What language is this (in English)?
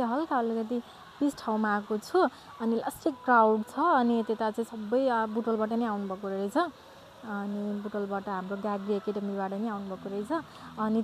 Nepali